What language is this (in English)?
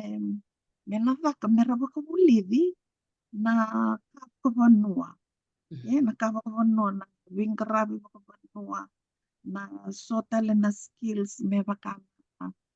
Fijian